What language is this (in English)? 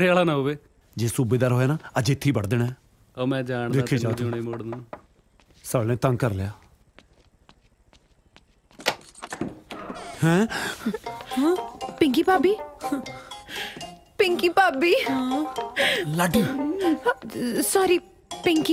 Punjabi